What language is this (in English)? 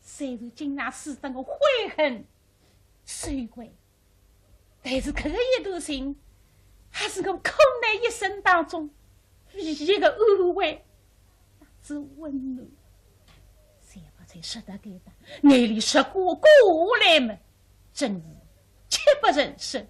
Wu Chinese